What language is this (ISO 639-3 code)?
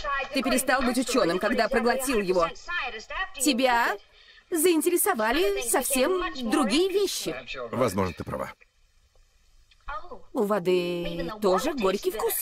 rus